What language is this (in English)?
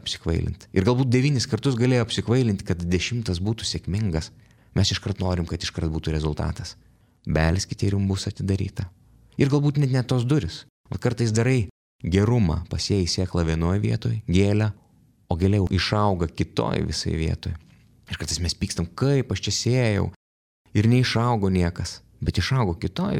Lithuanian